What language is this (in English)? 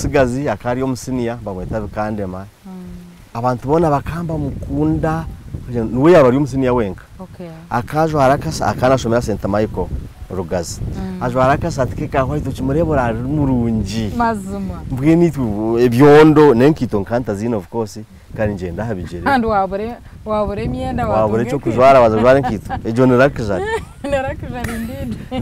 Nyankole